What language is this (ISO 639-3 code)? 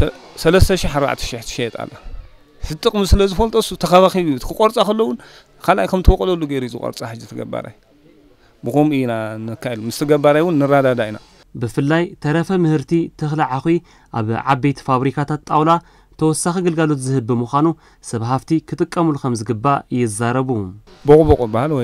tir